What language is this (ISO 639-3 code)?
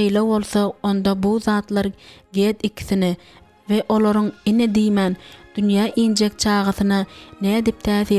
tuk